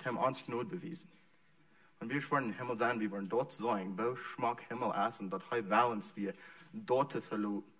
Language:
Plautdietsch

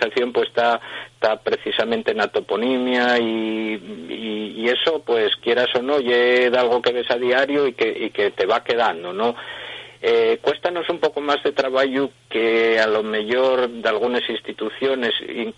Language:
Asturian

